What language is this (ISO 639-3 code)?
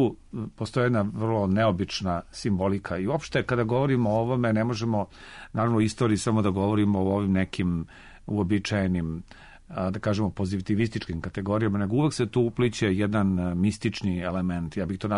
srp